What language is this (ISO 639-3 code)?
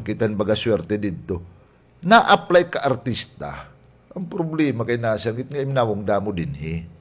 war